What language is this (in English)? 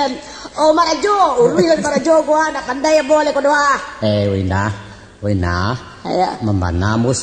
Minangkabau